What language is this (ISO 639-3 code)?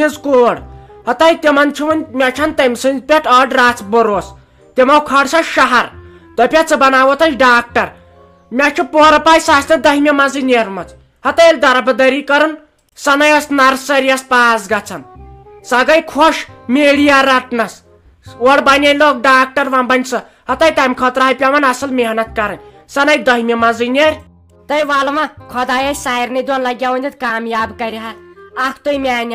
kas